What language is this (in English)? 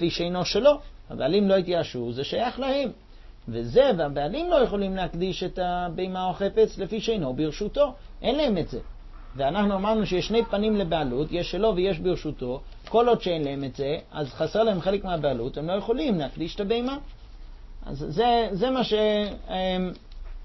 Hebrew